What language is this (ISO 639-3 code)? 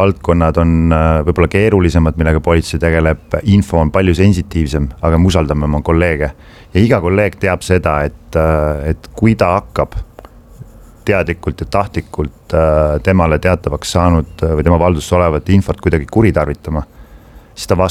est